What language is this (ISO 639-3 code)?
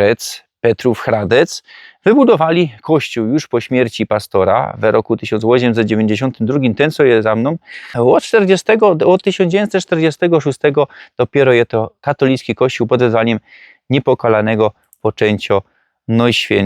szl